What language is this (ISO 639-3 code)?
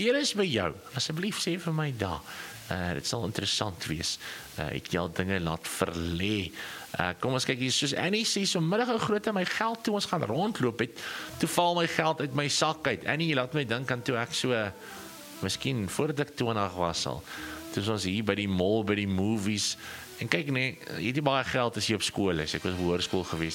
afr